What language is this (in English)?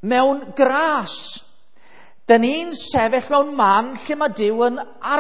Welsh